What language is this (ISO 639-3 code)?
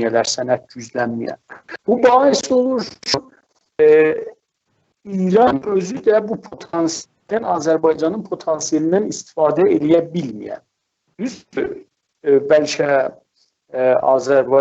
azb